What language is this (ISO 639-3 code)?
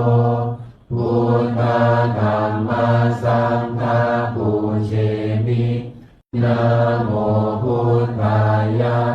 pli